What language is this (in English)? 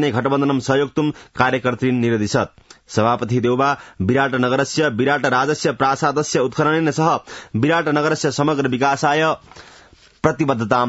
Sanskrit